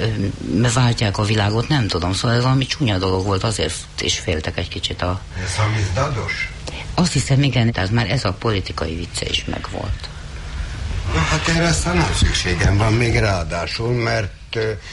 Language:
Hungarian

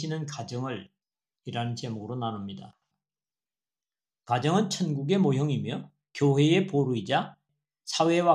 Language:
Korean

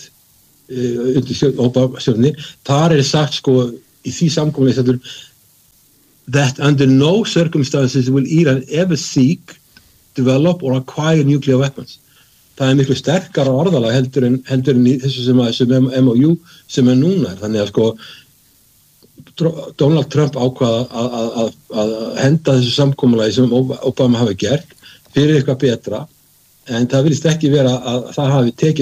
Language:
Icelandic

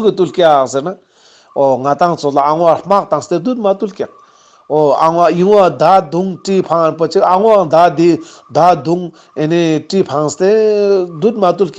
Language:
Ladakhi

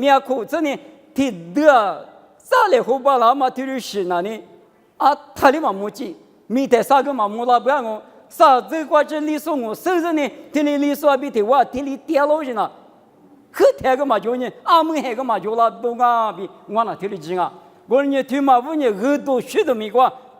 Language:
Lisu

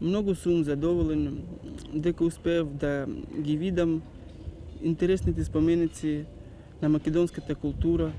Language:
Macedonian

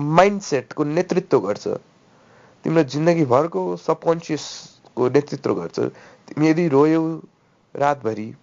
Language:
Nepali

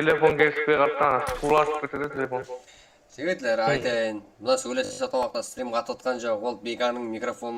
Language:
Kara-Kalpak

